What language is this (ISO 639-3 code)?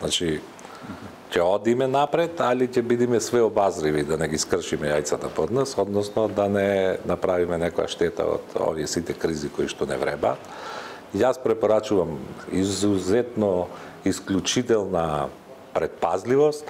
mkd